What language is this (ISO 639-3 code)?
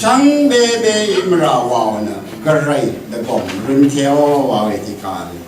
raw